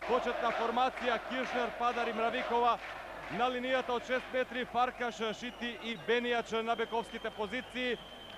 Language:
Macedonian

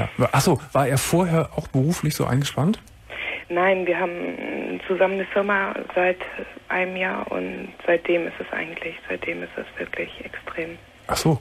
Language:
German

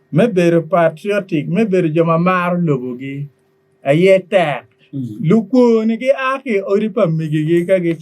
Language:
Acoli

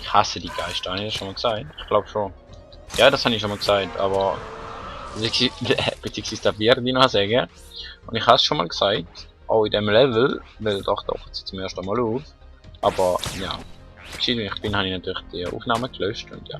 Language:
Swiss German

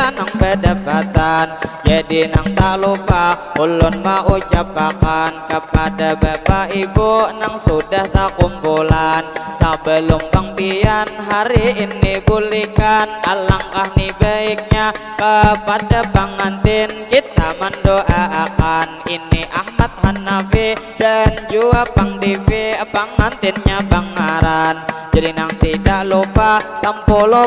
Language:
Banjar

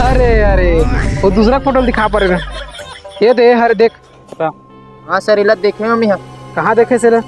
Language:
Chhattisgarhi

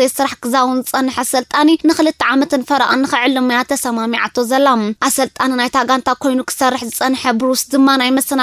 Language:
Tigrinya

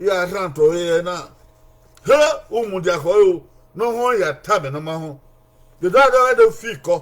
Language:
Bini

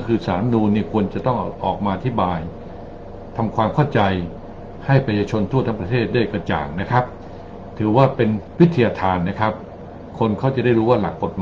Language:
Thai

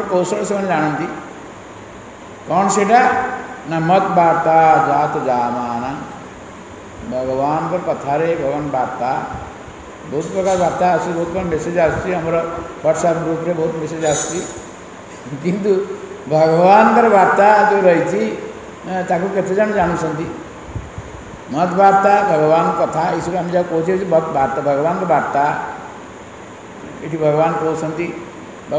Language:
Odia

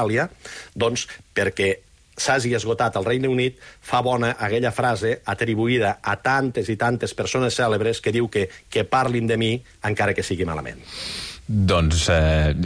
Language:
Catalan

